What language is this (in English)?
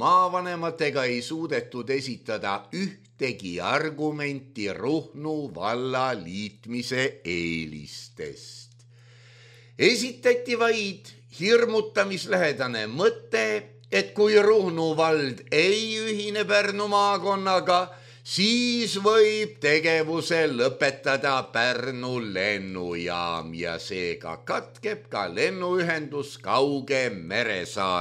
Estonian